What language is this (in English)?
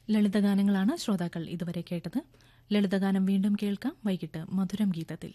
Malayalam